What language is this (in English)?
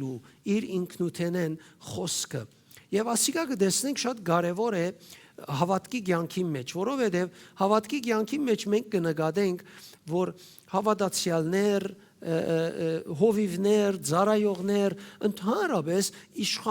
Western Armenian